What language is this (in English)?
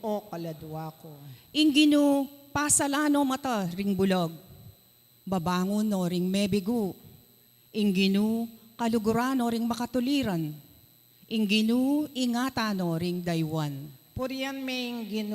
Pampanga